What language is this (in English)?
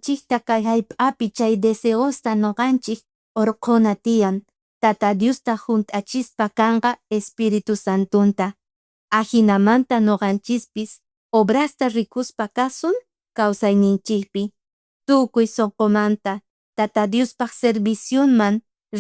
South Bolivian Quechua